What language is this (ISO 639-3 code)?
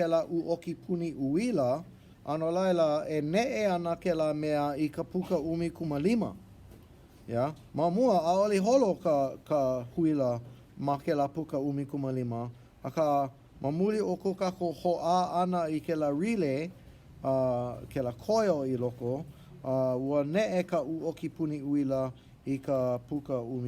haw